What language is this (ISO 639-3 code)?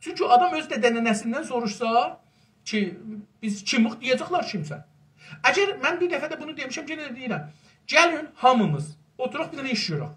azb